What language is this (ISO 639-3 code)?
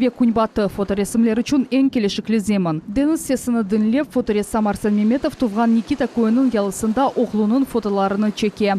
crh